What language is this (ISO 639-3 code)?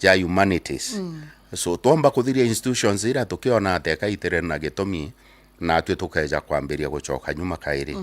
mer